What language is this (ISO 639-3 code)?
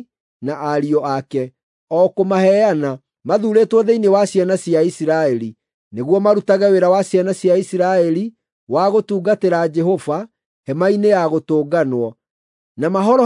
kik